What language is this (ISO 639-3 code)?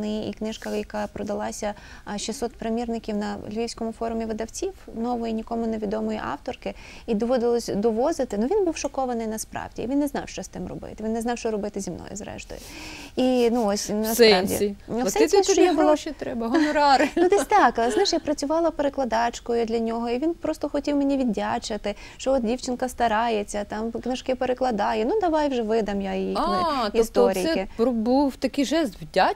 ukr